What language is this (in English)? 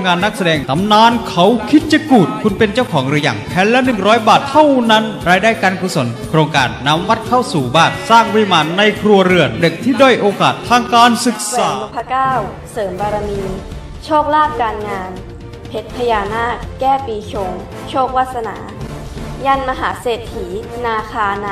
Thai